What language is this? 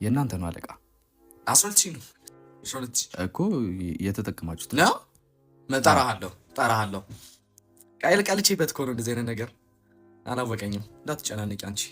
Amharic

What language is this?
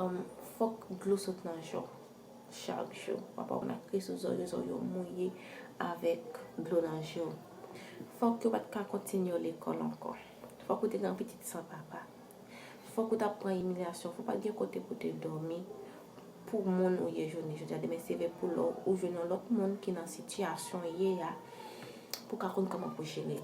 Haitian Creole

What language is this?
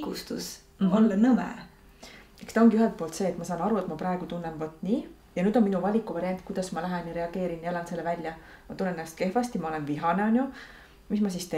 Estonian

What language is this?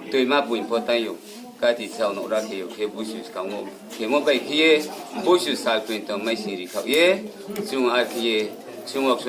Riang (India)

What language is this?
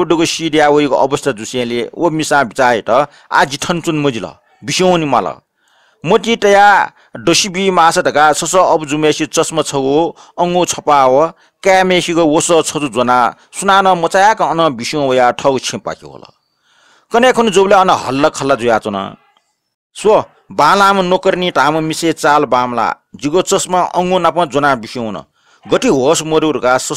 Newari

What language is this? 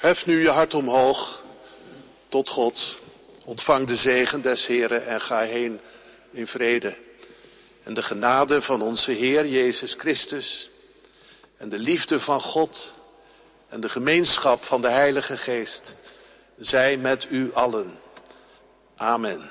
Dutch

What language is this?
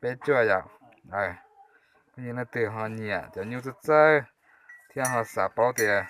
Hmong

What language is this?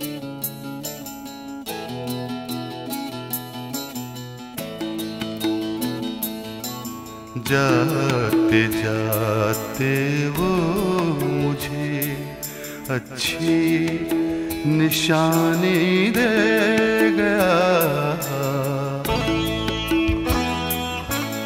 Hindi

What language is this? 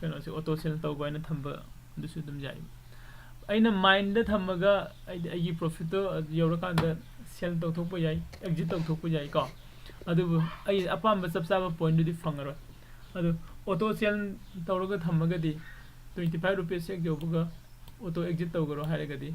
Manipuri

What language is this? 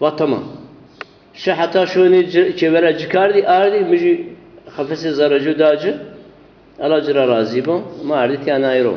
Zaza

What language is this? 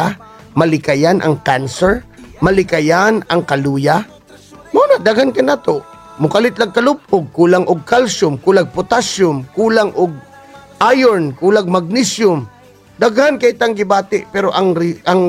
Cebuano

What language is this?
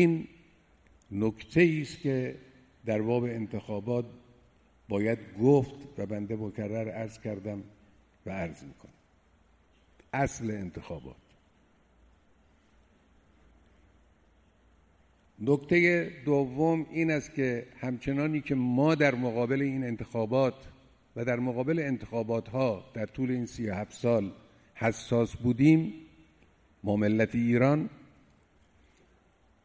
Persian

